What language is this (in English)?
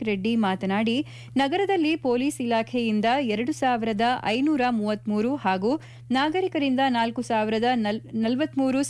Kannada